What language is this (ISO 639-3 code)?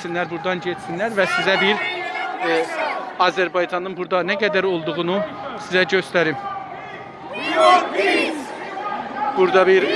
azb